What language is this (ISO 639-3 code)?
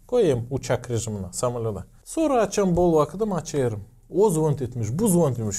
gag